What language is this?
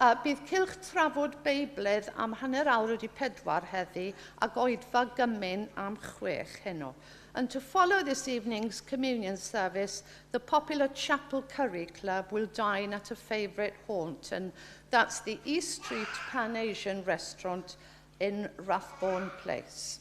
Welsh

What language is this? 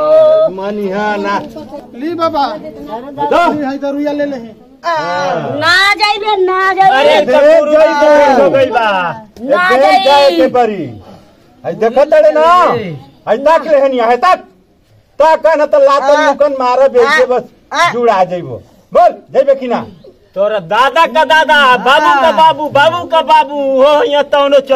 Bhojpuri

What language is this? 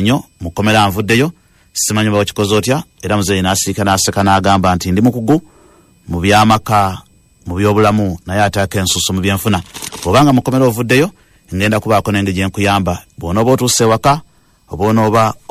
Ganda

